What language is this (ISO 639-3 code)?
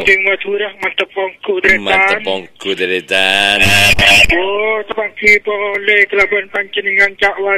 mad